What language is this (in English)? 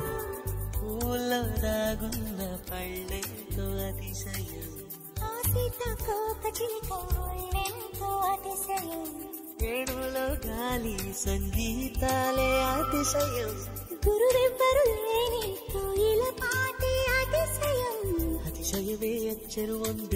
Telugu